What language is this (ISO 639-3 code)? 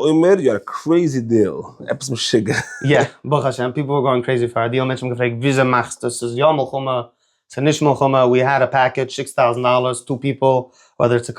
yid